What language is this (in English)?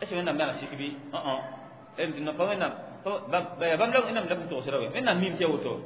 Mossi